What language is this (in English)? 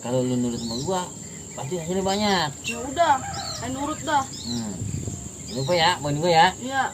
Betawi